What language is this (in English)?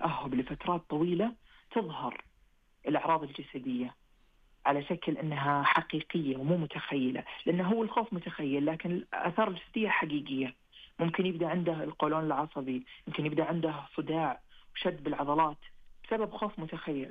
Najdi Arabic